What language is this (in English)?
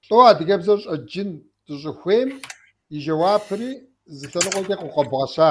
Kabardian